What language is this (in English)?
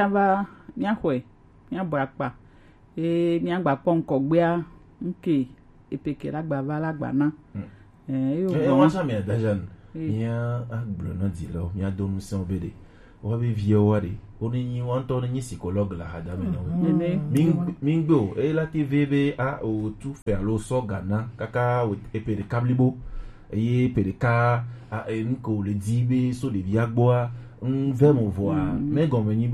Gen